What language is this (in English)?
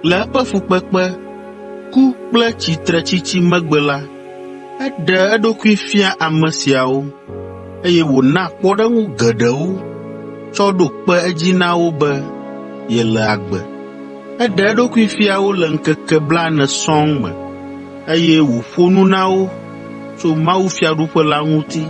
Ewe